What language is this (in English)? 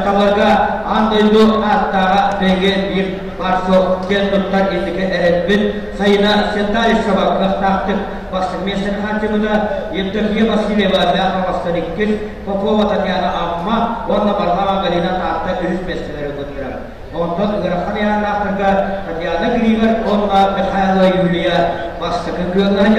Yakut